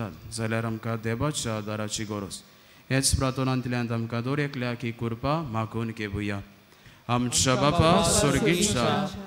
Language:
Konkani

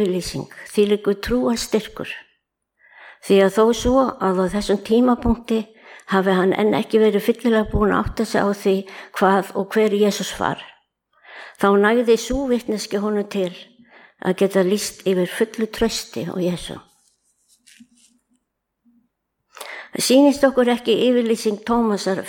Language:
Icelandic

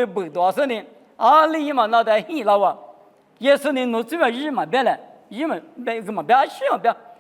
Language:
Lisu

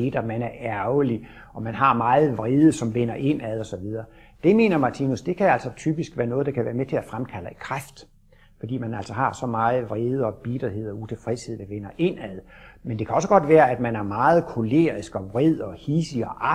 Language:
Danish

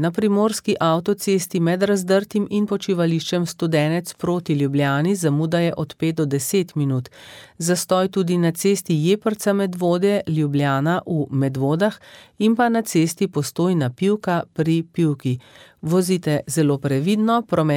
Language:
Slovenian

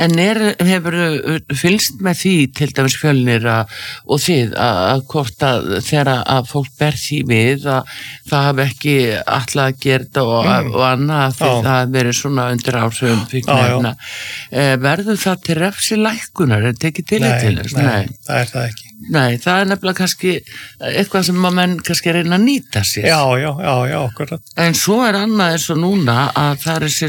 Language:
Icelandic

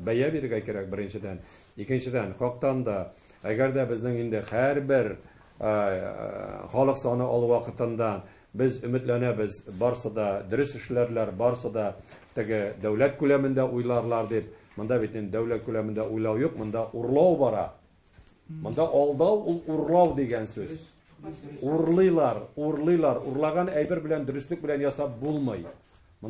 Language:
Tatar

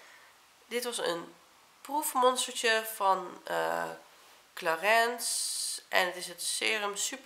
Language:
Dutch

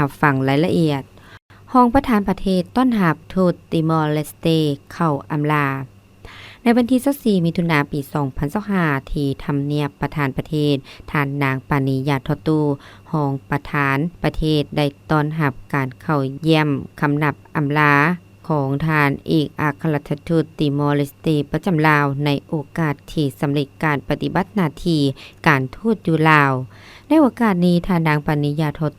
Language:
Lao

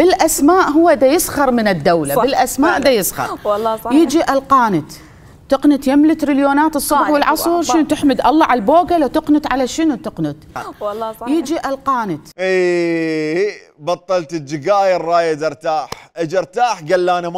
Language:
Mesopotamian Arabic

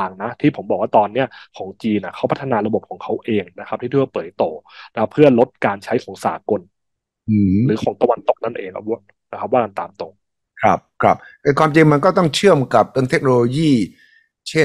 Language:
Thai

